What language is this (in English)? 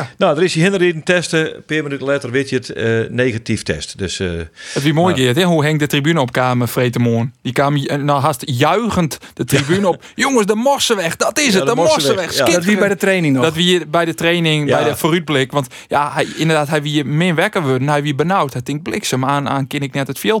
Western Frisian